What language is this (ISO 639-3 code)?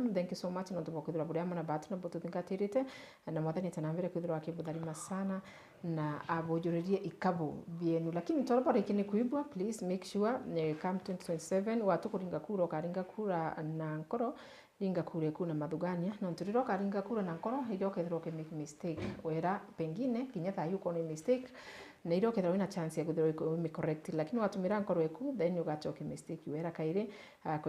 mer